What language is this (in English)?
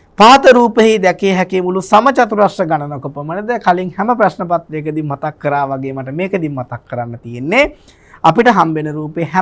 Sinhala